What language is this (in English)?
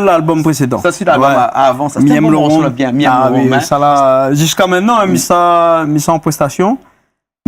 Réunion Creole French